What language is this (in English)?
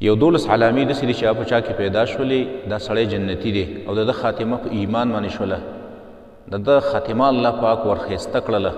Pashto